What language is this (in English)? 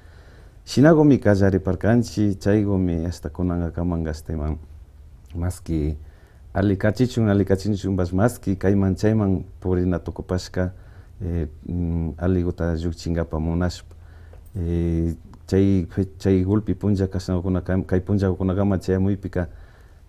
Imbabura Highland Quichua